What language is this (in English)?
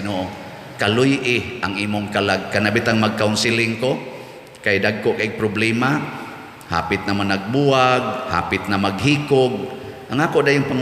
Cebuano